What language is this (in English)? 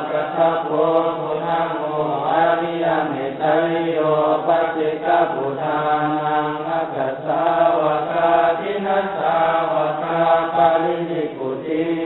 Pali